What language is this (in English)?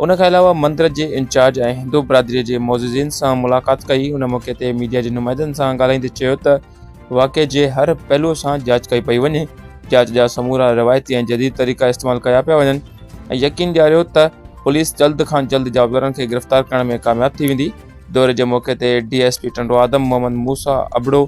Sindhi